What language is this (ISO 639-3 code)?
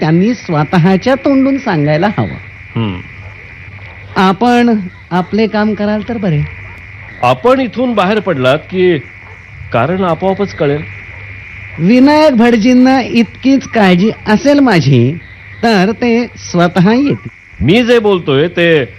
mar